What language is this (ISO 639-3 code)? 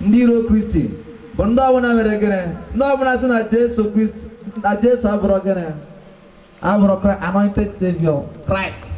ibo